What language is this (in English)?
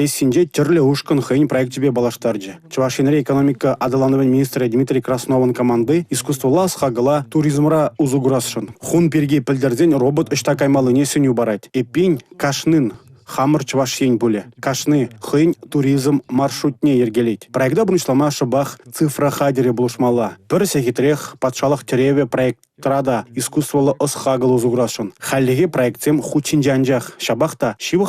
Chuvash